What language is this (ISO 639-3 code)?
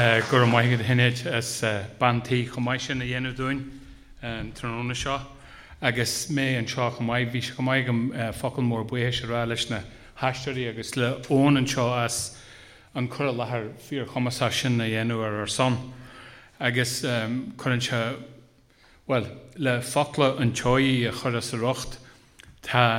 gle